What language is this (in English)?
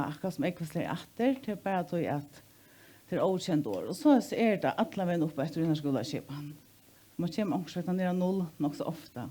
Faroese